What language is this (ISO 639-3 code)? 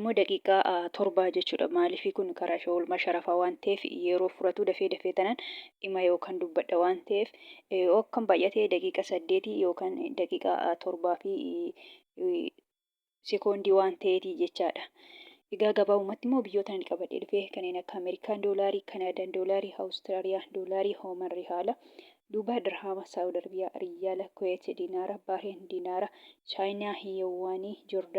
orm